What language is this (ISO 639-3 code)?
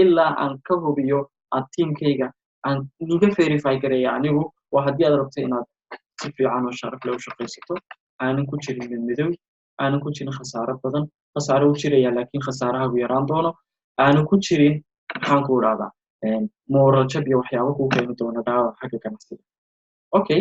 som